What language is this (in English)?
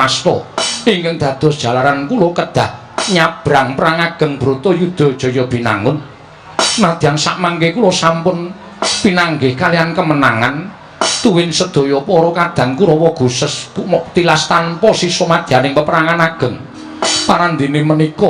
Javanese